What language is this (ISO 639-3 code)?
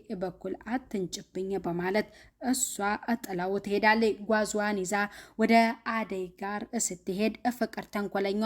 amh